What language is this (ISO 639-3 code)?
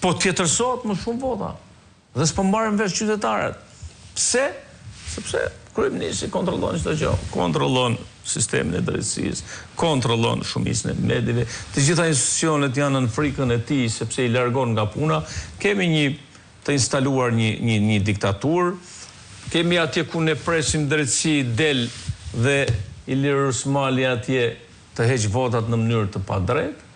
sqi